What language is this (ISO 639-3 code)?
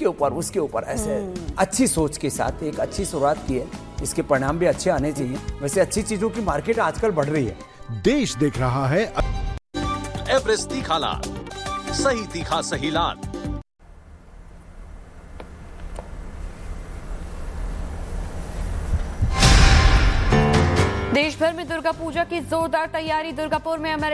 hin